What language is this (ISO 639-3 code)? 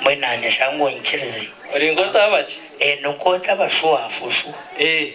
nyn